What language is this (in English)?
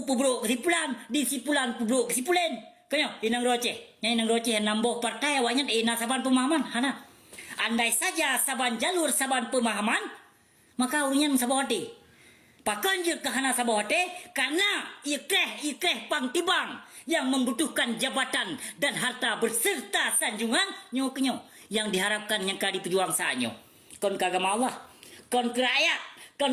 Achinese